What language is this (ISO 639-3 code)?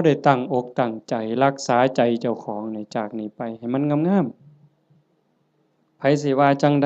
tts